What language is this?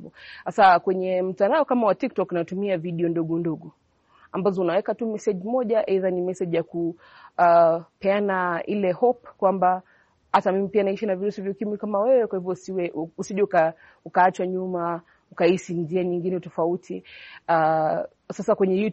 Swahili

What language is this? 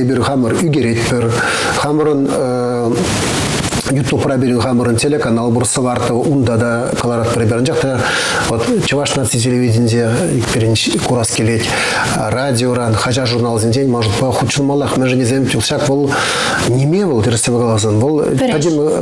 Chuvash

